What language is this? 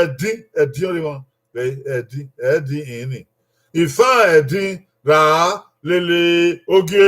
Bini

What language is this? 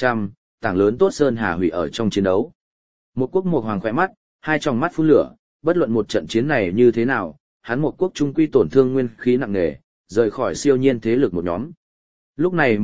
Vietnamese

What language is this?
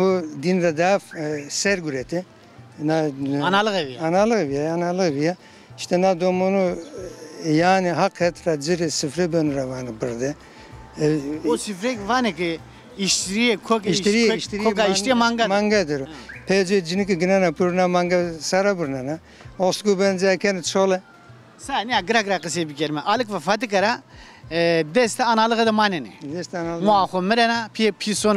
Zaza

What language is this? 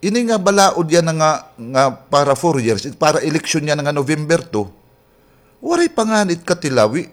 Waray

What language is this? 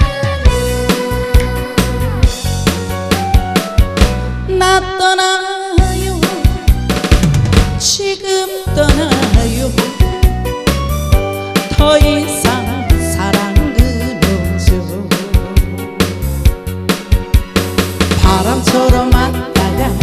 Korean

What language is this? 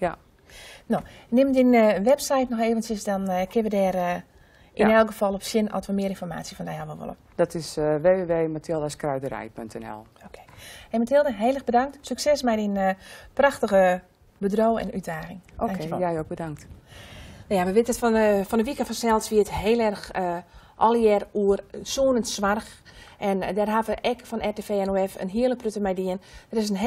Western Frisian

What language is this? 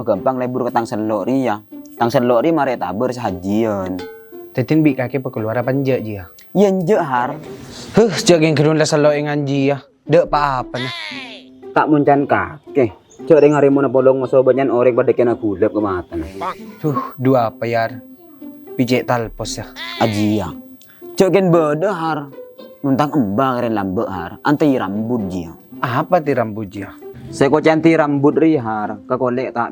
Madurese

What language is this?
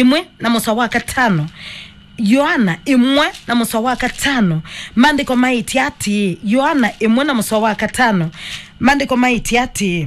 Kamba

